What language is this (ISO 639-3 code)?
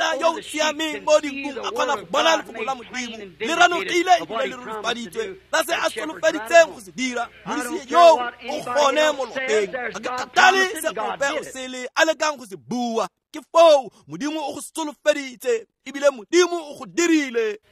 tsn